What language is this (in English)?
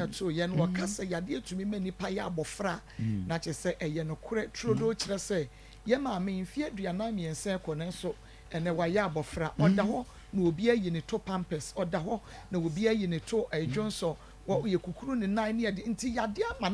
Akan